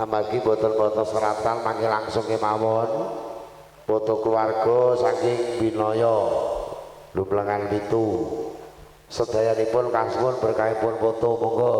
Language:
Javanese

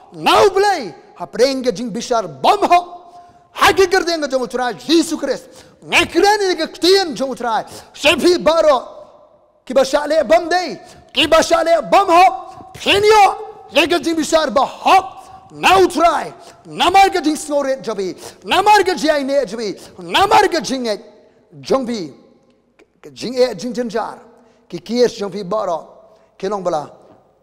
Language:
Khasi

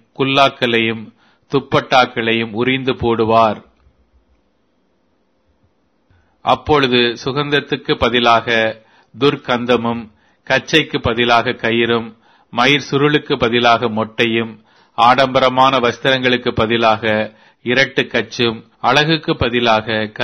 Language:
Tamil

